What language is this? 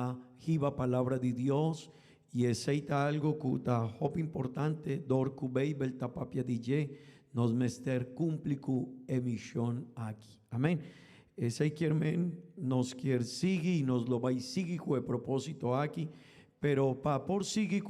Papiamento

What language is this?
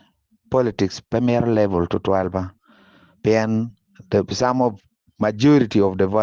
Acoli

